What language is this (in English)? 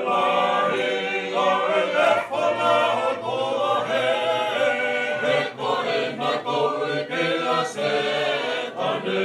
Tongan